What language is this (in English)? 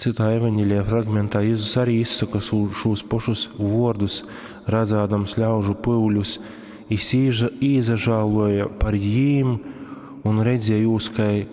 Latgalian